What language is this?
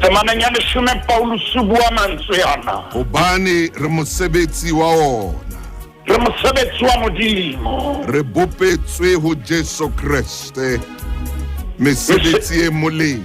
Southern Sotho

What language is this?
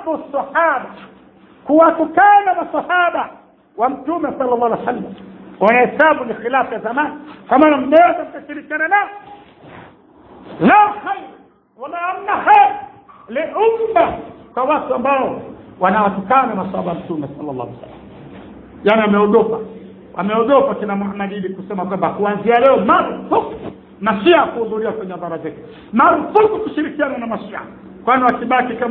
Swahili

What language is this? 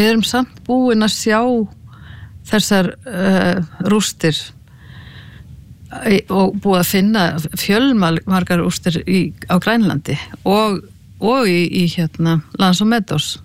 Icelandic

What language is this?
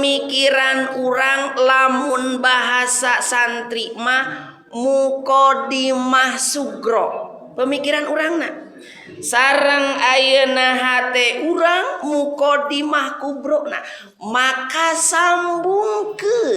Sundanese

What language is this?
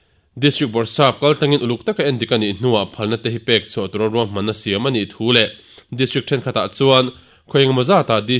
Mizo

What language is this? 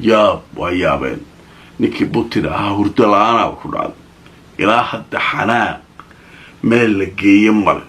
Somali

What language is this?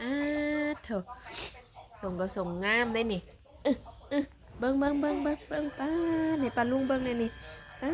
Northeastern Thai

